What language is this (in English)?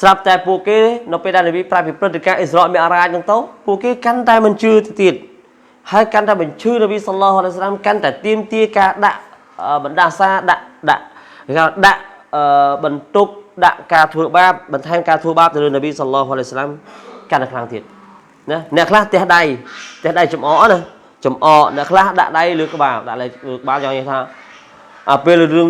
Khmer